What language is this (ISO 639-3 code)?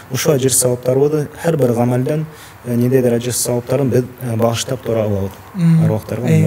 bak